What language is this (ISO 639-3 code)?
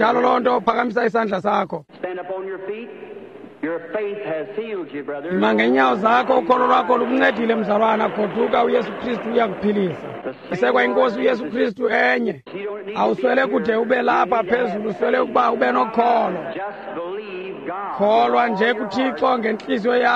xho